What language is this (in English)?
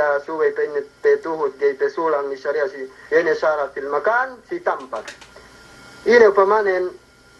Yakan